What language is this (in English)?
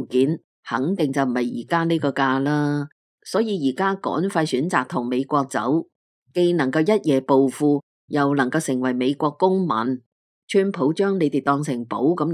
Cantonese